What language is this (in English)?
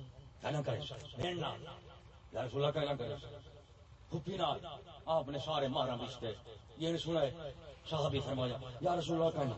Saraiki